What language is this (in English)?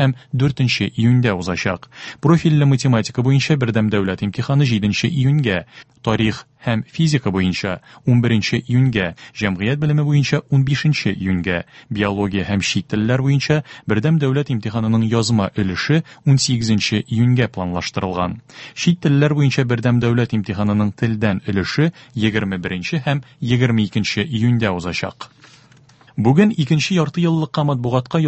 Tatar